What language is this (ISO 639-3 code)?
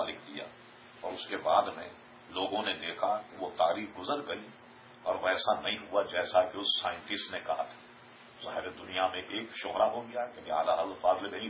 urd